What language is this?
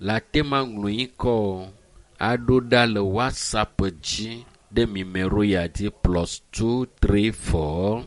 Ewe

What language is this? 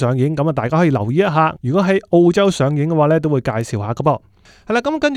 Cantonese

